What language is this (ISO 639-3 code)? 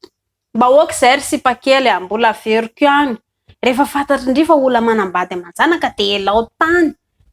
mlg